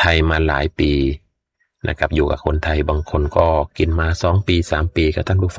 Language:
Thai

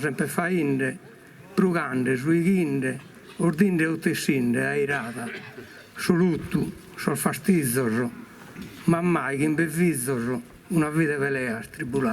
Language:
Sardinian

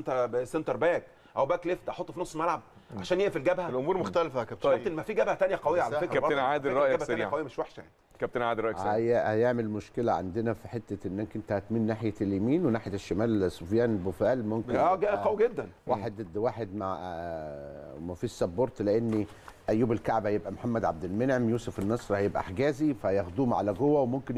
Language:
Egyptian Arabic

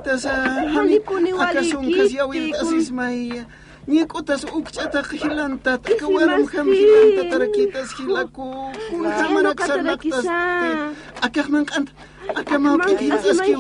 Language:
Aymara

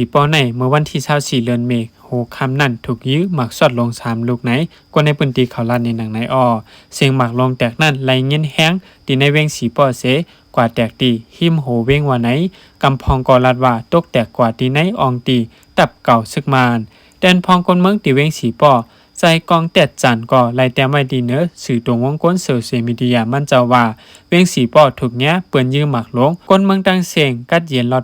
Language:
Shan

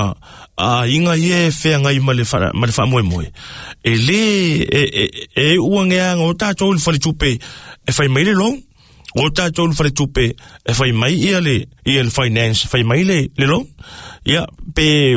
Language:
Samoan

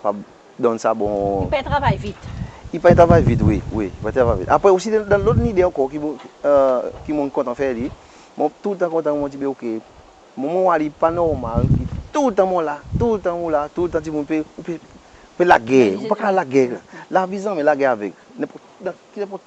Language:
Seselwa Creole French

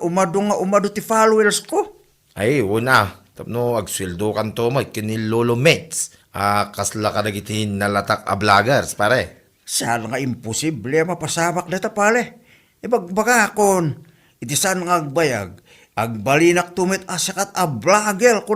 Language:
Iloko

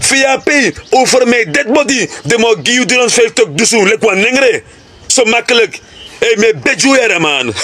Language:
Sranan Tongo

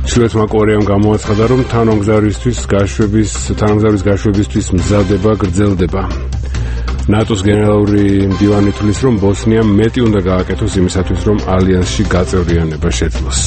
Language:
Georgian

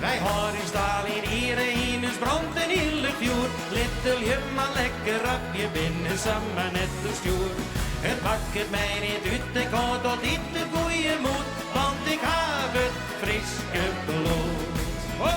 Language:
Western Frisian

